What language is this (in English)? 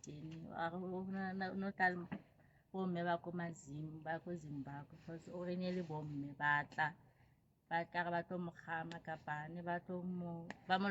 Southern Sotho